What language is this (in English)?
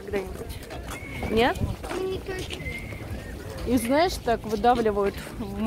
Russian